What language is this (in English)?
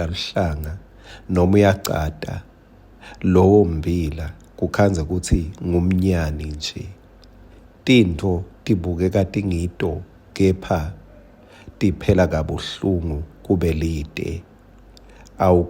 Swati